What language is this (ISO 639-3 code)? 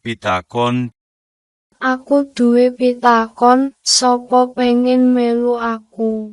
jav